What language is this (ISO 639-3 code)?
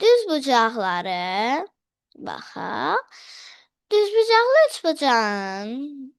aze